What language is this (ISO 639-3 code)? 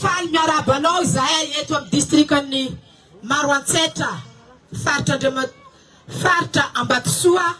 mlg